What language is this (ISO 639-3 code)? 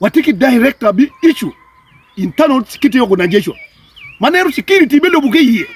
ach